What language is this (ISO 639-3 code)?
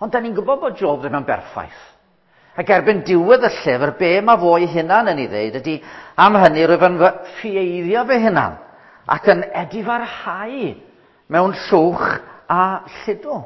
cym